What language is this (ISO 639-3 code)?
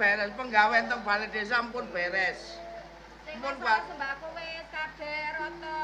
jav